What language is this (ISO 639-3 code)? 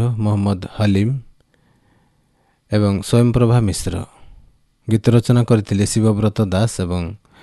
ori